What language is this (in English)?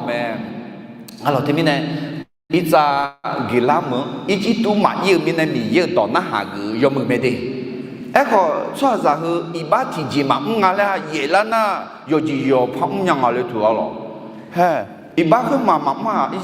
Akha